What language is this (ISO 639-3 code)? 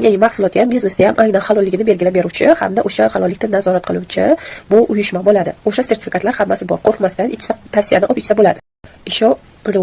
uzb